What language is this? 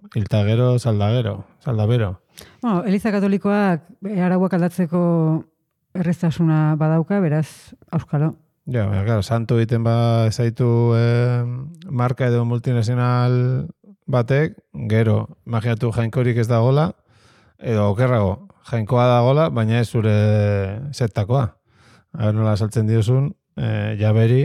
Basque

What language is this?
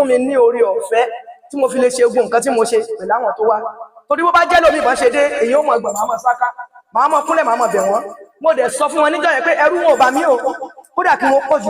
Yoruba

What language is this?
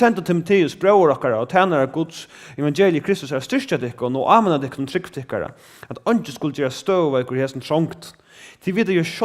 Faroese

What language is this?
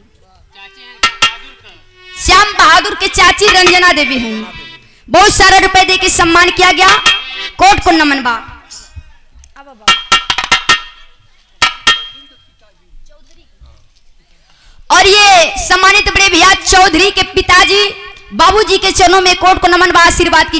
Bhojpuri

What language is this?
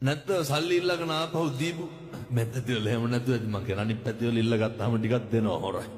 Sinhala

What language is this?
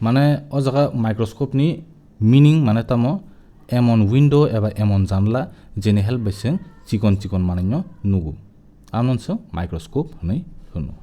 Kok Borok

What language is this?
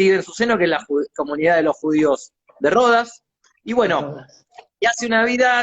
Ladino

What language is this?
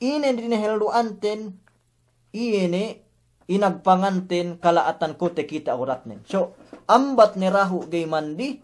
Yakan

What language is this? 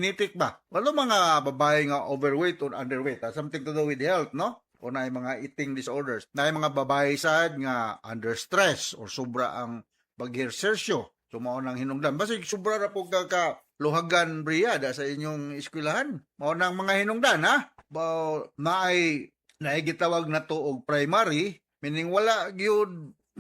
Cebuano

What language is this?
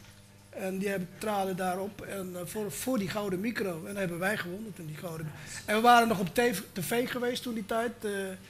Dutch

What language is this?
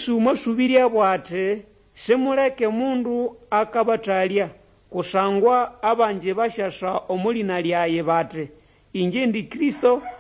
Nande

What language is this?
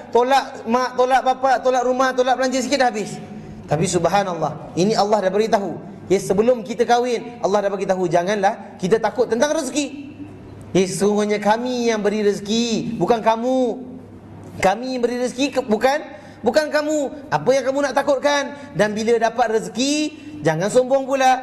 Malay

